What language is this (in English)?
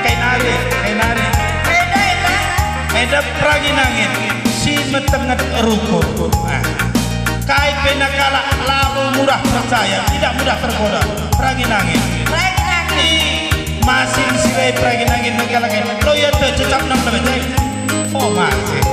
Batak Karo